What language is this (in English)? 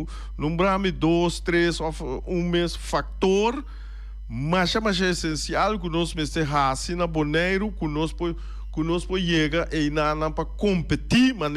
Papiamento